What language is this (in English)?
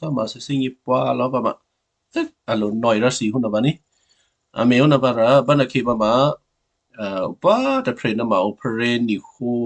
Western Kayah